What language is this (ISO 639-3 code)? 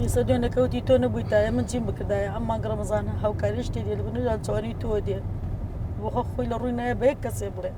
ckb